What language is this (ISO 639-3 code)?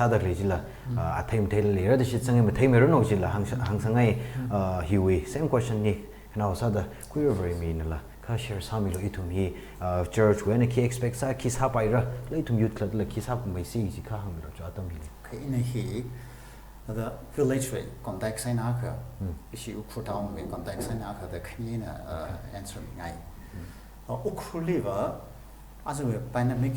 nmf